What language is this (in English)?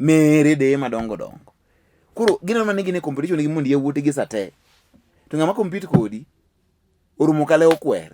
Luo (Kenya and Tanzania)